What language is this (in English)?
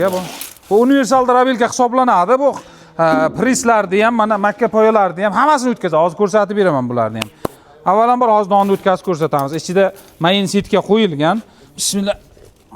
Uzbek